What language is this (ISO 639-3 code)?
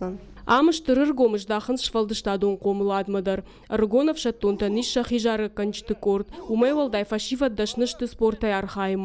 oss